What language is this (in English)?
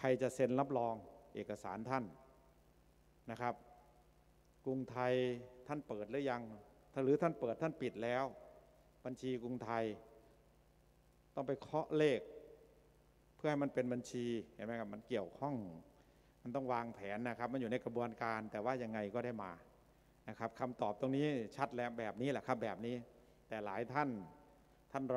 Thai